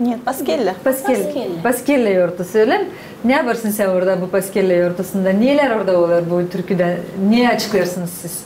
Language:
Gagauz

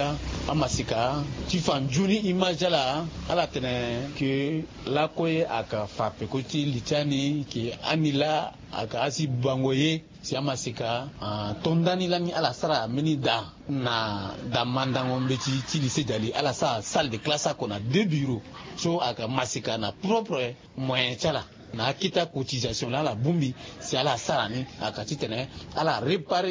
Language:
Sango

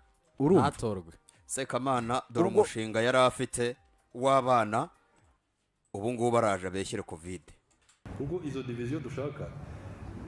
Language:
Kinyarwanda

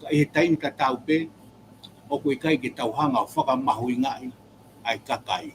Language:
Tongan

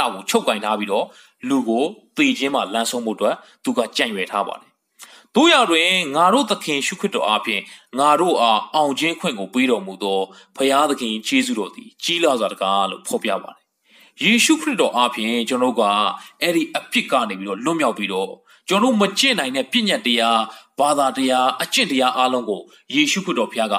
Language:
Burmese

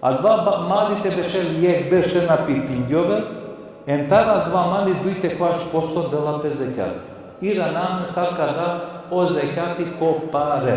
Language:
Balkan Romani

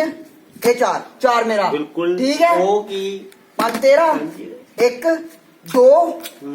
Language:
Dogri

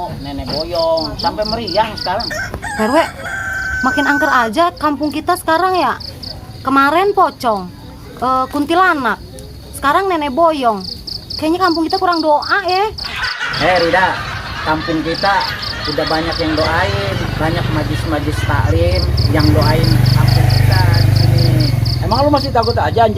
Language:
Betawi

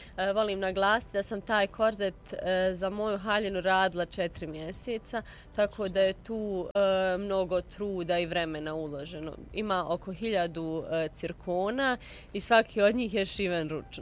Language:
Bosnian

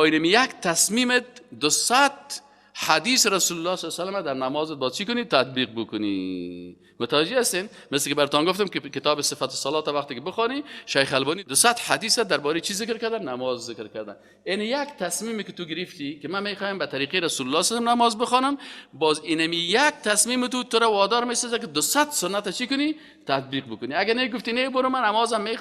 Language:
Persian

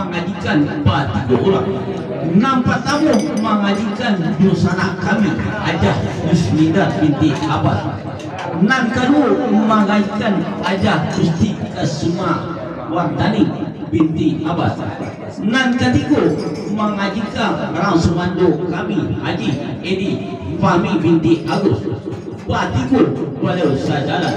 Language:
Minangkabau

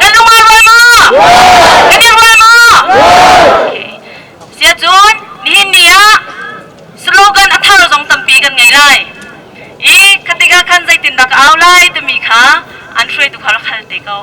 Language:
Hakha Chin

